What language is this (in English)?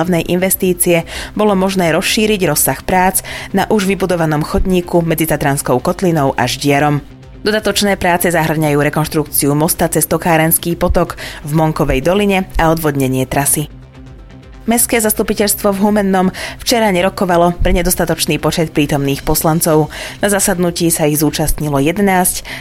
Slovak